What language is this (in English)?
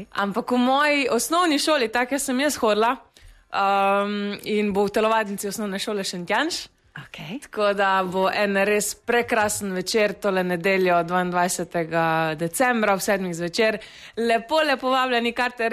Slovenian